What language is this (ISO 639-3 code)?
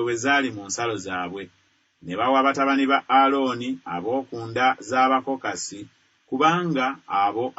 lug